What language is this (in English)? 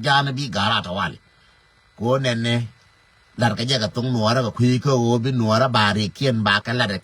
Nuer